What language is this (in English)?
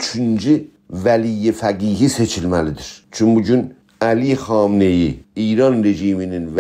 South Azerbaijani